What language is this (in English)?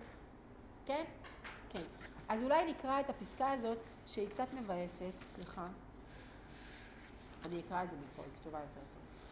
Hebrew